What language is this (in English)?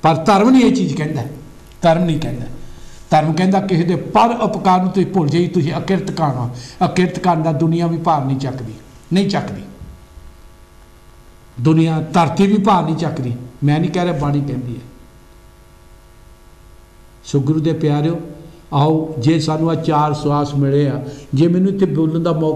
Punjabi